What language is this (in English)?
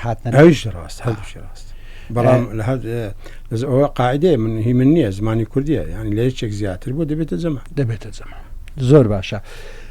Central Kurdish